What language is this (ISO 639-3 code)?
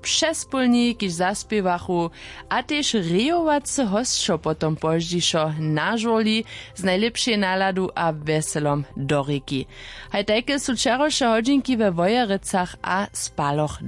hsb